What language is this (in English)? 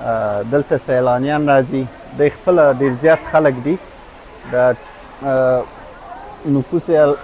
Pashto